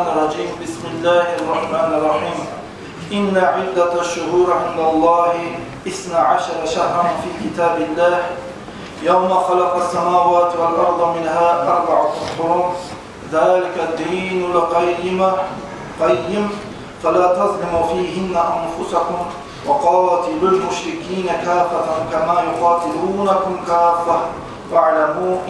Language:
Kumyk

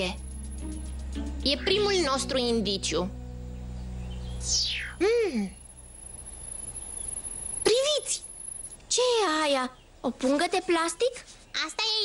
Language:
Romanian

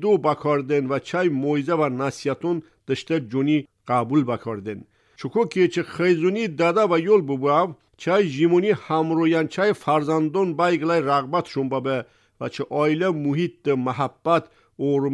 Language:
Tajik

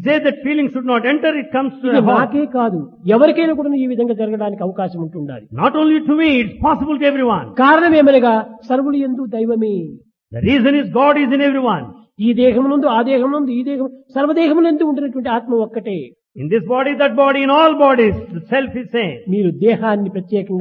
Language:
Telugu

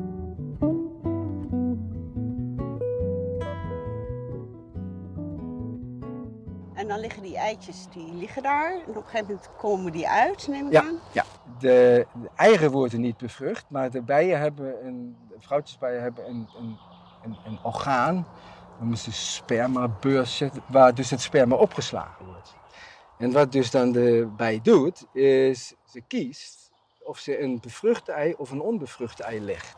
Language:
Dutch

